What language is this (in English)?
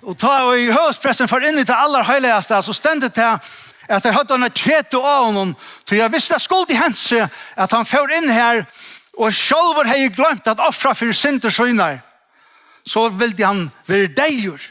Faroese